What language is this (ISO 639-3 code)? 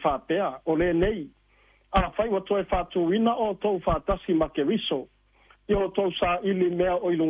smo